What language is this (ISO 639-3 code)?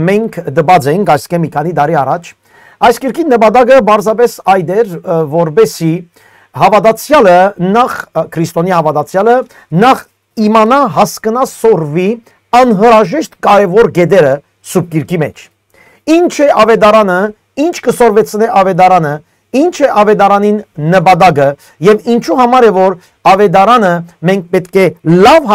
hyw